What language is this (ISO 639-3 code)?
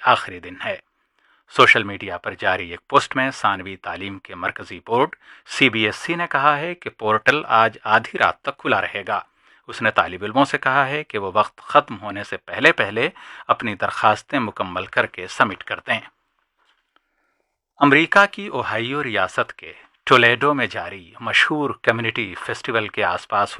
urd